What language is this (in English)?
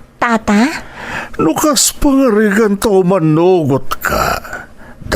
Iloko